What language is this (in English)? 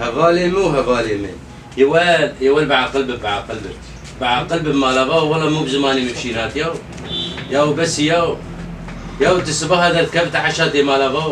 Kurdish